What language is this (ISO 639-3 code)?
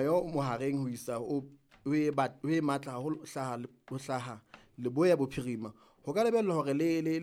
sot